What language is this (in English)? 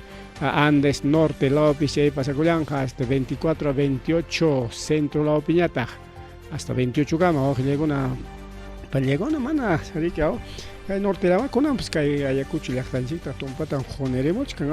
Ayacucho Quechua